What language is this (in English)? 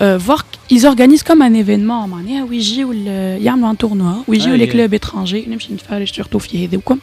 Tunisian Arabic